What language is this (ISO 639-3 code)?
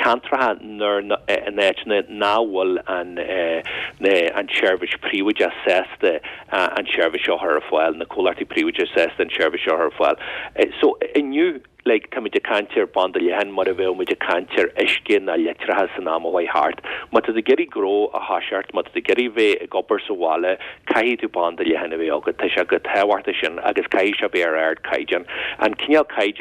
gle